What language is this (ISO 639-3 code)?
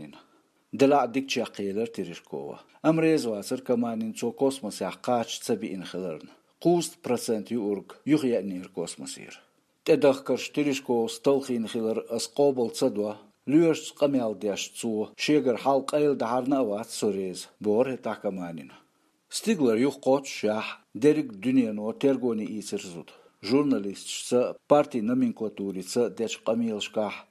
che